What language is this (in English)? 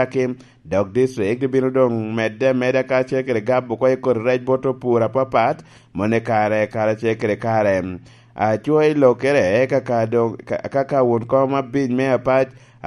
Lango (Uganda)